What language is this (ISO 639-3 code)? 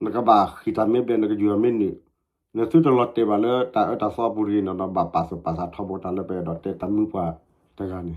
ksw